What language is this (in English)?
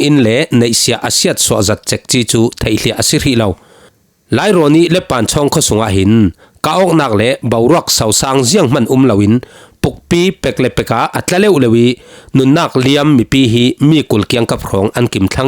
Falam Chin